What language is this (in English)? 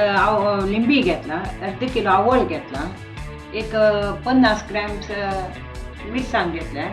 Konkani